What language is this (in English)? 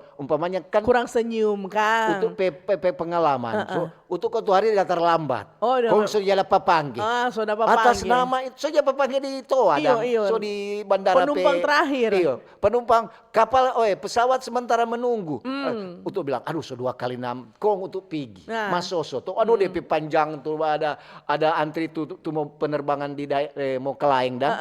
Manado Malay